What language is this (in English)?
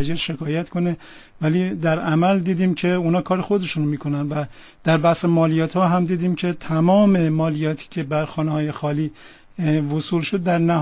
Persian